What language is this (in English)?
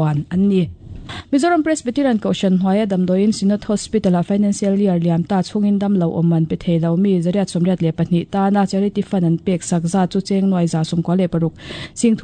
Mizo